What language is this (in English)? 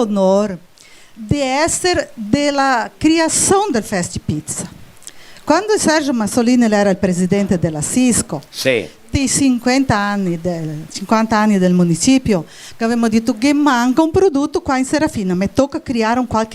Venetian